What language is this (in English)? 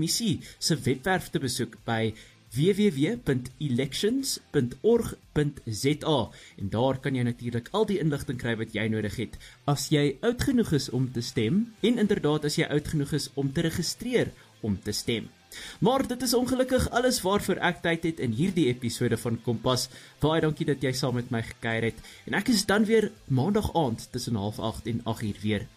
Afrikaans